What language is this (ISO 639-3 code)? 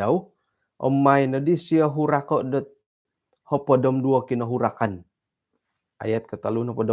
dtp